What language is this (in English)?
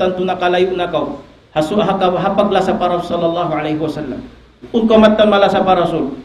Tausug